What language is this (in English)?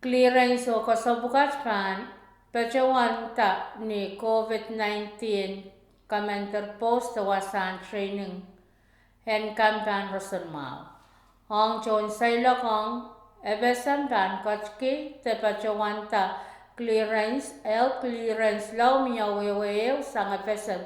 Pohnpeian